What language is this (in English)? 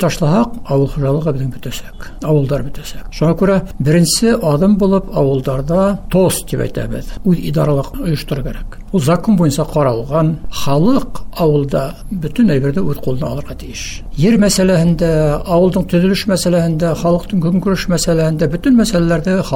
Bashkir